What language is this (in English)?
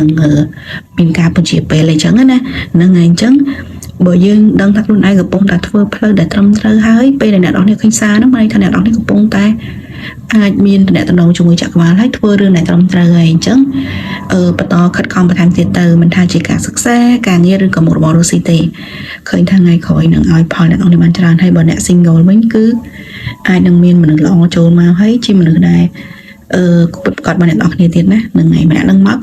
Khmer